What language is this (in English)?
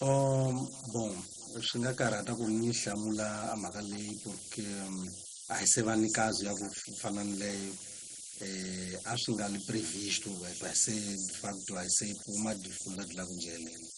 Tsonga